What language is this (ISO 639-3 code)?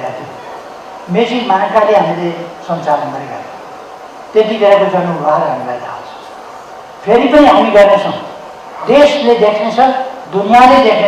nep